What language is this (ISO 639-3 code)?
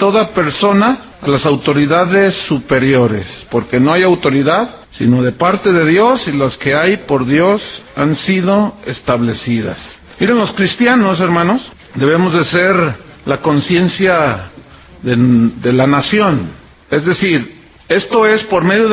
spa